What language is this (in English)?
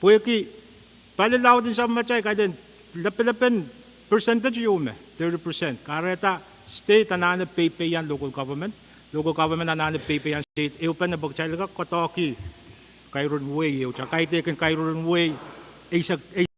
Pohnpeian